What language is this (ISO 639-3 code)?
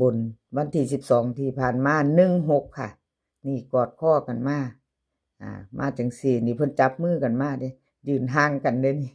tts